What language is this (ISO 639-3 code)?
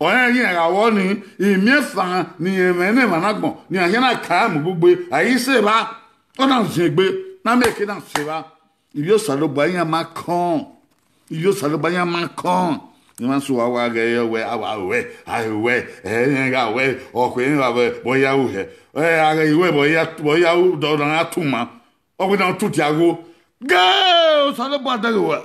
bin